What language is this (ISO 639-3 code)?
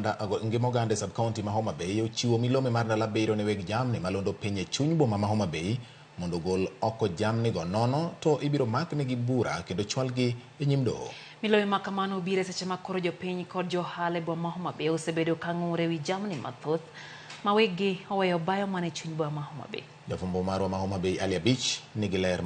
luo